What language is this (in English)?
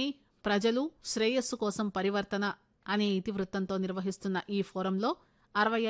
Telugu